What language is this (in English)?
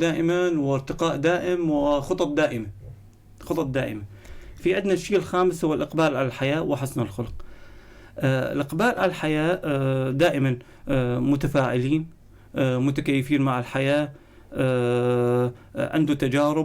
North Levantine Arabic